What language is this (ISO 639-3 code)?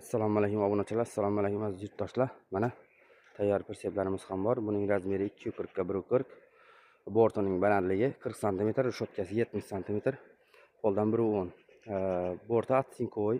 uzb